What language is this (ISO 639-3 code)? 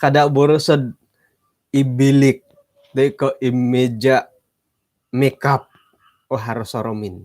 dtp